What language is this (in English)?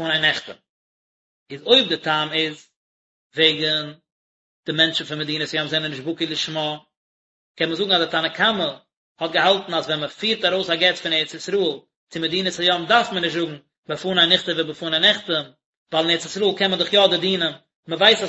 Yiddish